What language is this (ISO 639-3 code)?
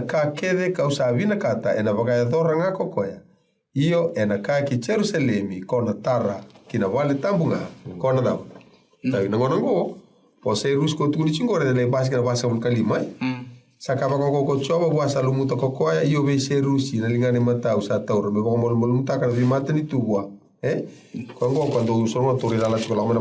fij